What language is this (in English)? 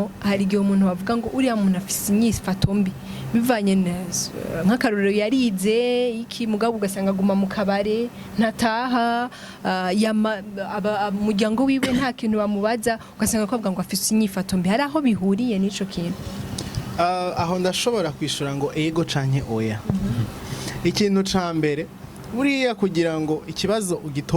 Rundi